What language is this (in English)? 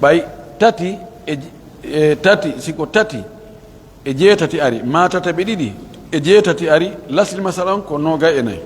Pular